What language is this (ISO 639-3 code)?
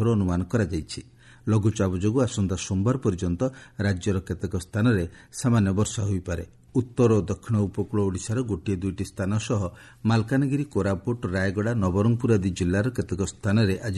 ori